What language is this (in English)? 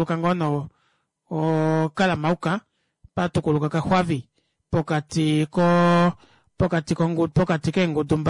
Kuanyama